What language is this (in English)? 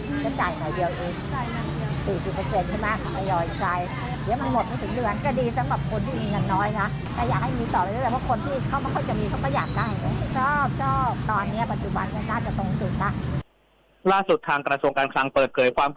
Thai